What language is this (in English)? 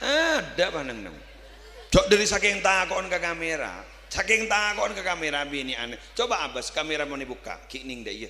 Madurese